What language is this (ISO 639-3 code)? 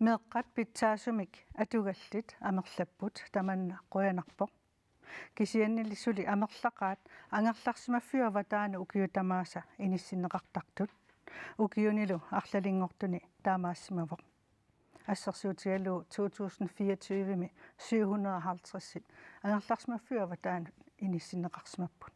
kal